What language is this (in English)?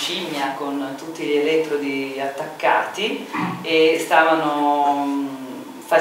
Italian